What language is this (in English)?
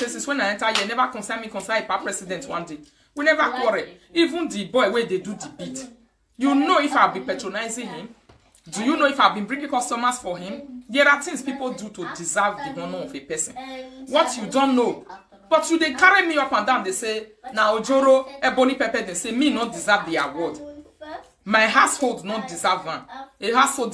Nigerian Pidgin